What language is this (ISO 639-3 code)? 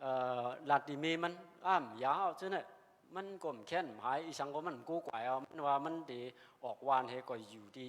shn